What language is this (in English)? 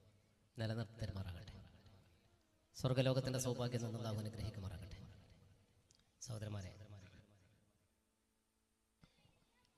Malayalam